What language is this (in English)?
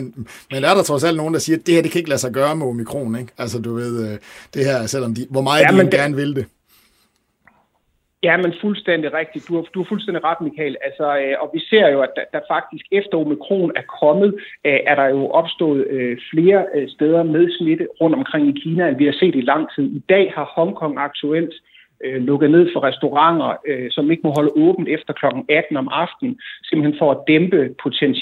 Danish